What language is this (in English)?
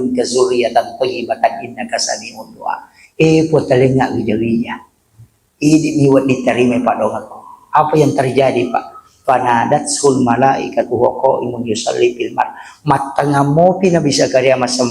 Buginese